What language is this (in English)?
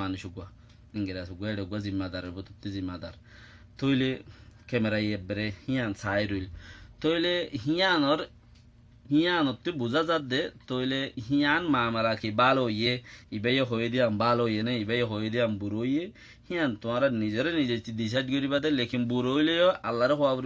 Rohingya